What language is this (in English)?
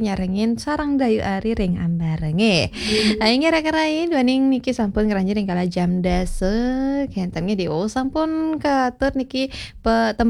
Balinese